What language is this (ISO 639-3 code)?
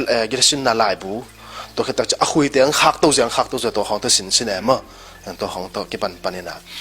ctd